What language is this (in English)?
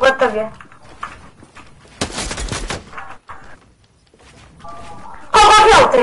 Croatian